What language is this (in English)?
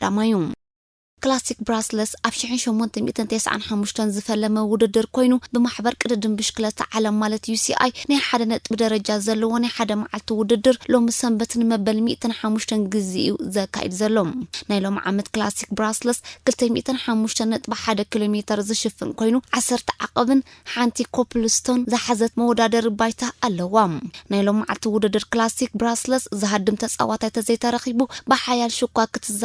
Tigrinya